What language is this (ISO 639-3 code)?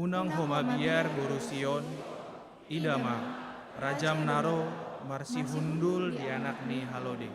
bbc